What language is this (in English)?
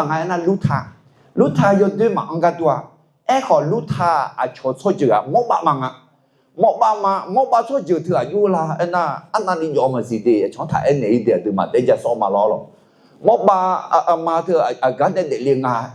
Akha